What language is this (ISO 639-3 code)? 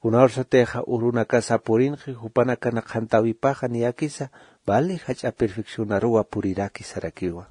aym